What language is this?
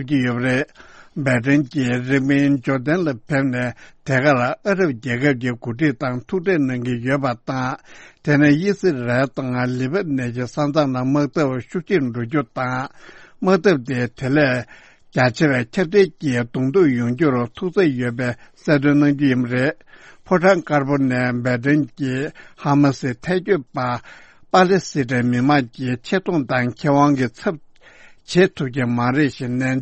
Tibetan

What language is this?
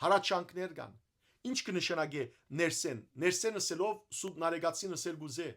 Western Armenian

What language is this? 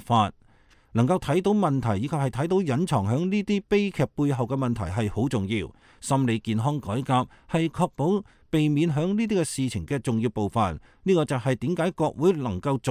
Cantonese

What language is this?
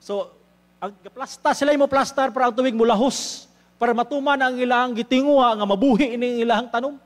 Cebuano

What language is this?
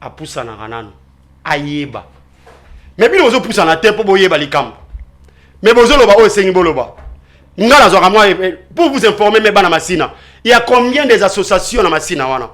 Lingala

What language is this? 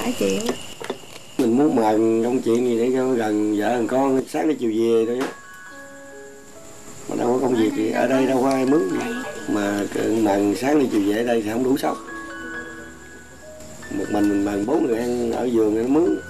Vietnamese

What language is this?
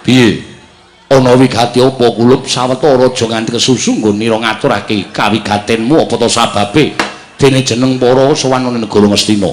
Javanese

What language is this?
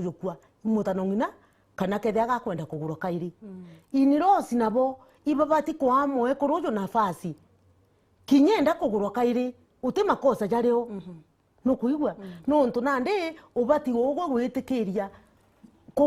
Meru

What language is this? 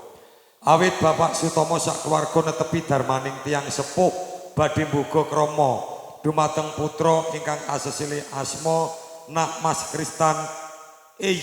Javanese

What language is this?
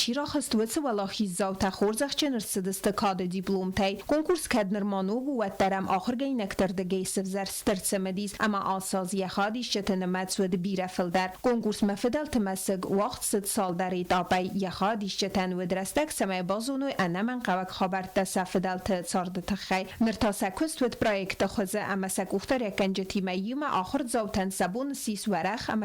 Ossetic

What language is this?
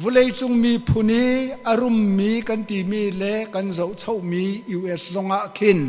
Hakha Chin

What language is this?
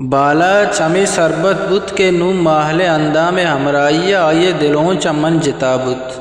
Eastern Balochi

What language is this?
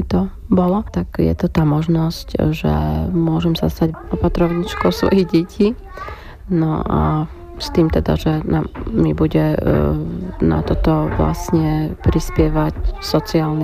Slovak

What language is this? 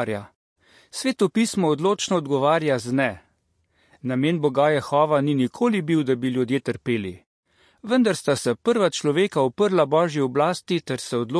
Slovenian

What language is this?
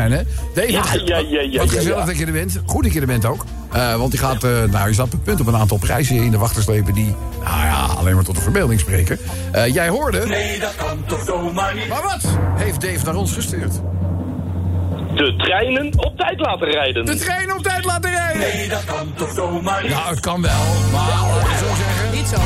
Dutch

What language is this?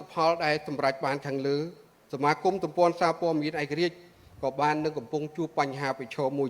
Khmer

